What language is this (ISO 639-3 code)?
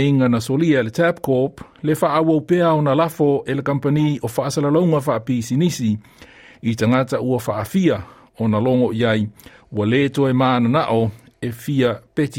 smo